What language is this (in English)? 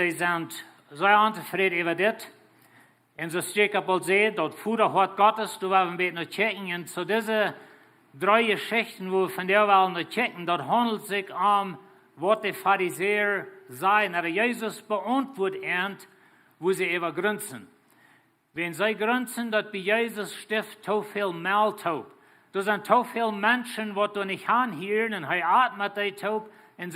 Plautdietsch